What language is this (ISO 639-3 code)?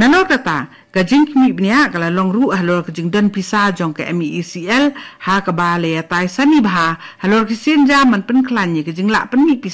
kha